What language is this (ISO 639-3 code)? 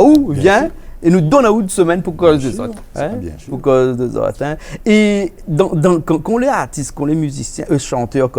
rcf